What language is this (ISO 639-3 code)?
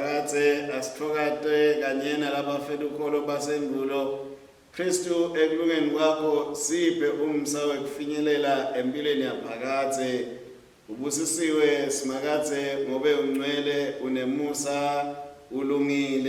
ssw